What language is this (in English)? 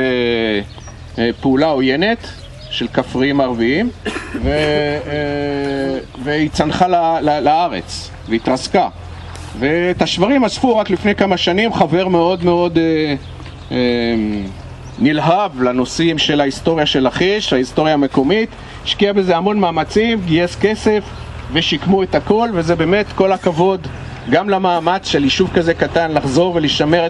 Hebrew